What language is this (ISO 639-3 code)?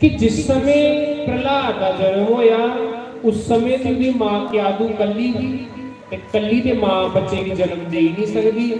doi